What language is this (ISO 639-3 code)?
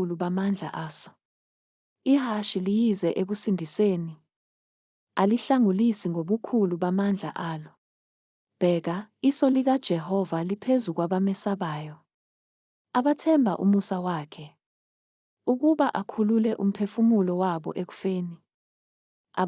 zul